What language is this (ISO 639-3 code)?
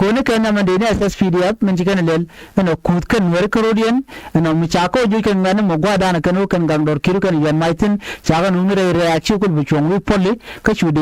nus